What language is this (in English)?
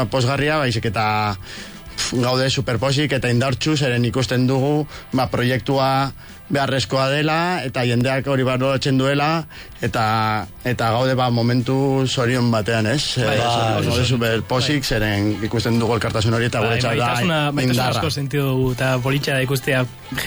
Basque